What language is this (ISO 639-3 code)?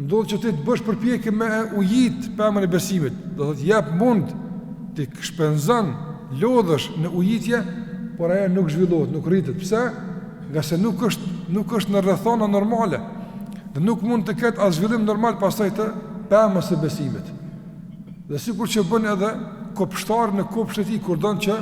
sqi